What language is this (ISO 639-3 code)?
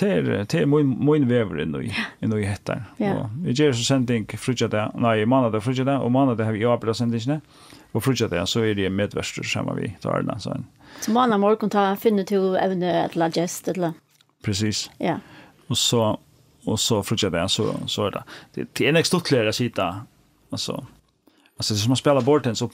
fao